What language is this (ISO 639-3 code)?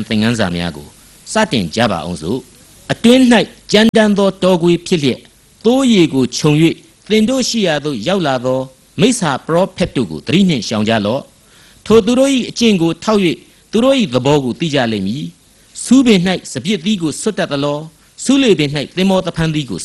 mya